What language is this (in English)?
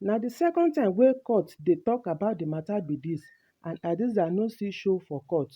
Nigerian Pidgin